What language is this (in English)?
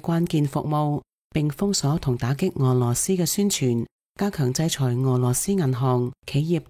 Cantonese